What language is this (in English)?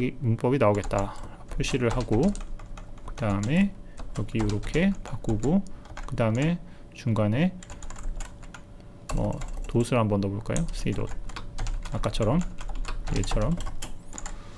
Korean